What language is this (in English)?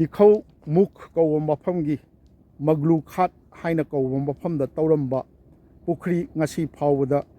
Manipuri